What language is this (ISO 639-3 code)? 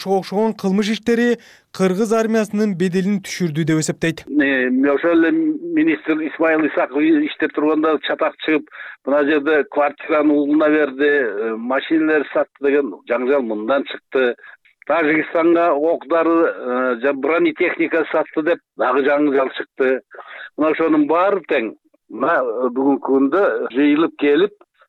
kir